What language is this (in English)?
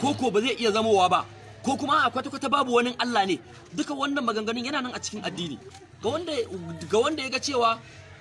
Hausa